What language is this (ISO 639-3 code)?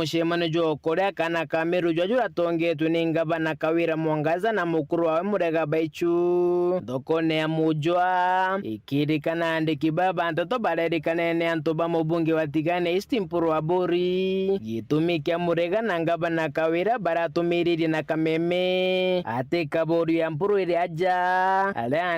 mer